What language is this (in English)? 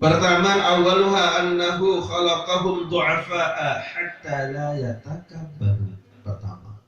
Sasak